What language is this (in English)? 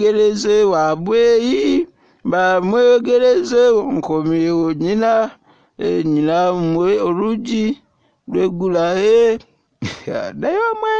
Ganda